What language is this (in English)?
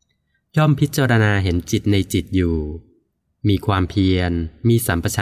Thai